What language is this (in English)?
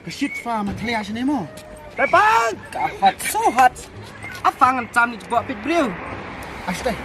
Khasi